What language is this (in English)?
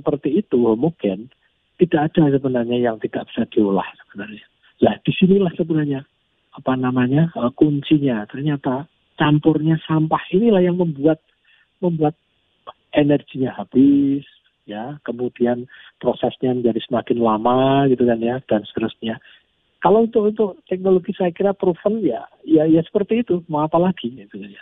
Indonesian